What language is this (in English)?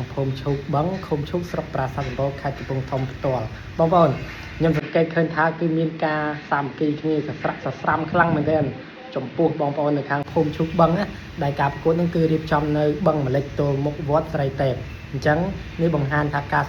Khmer